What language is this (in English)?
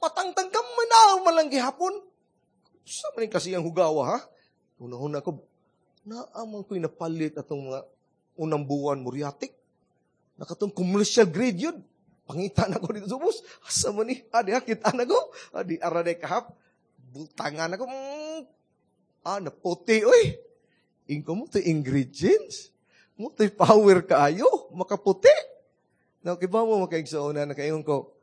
Cebuano